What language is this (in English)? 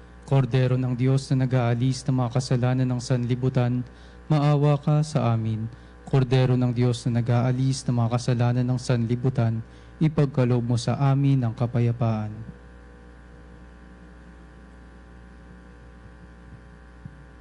Filipino